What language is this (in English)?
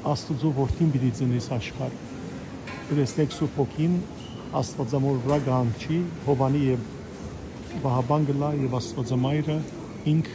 Western Armenian